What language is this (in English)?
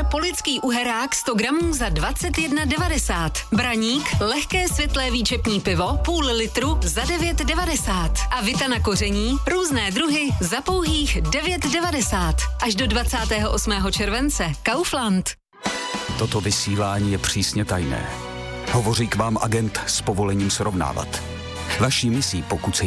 Czech